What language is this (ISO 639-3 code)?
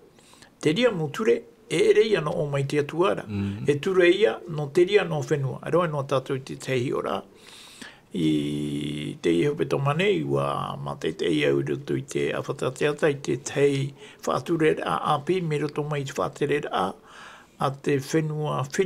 tah